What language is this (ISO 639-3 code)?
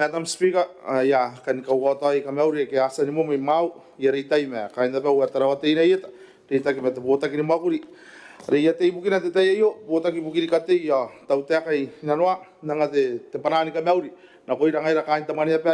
gil